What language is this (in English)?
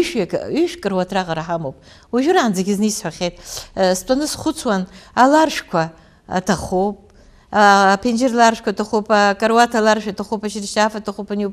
Abkhazian